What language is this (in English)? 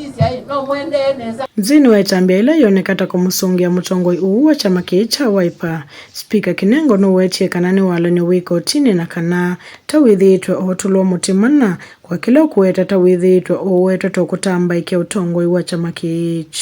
Kamba